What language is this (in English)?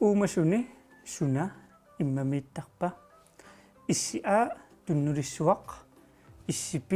Kalaallisut